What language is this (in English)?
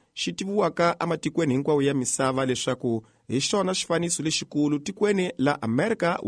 Tsonga